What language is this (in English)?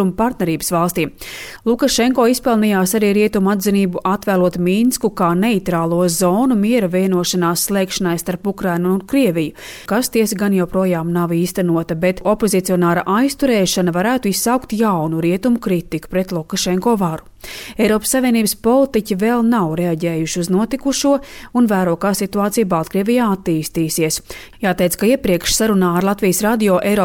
Latvian